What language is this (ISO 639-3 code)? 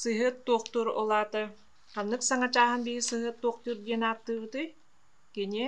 sah